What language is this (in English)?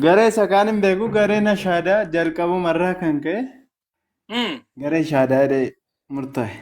Oromo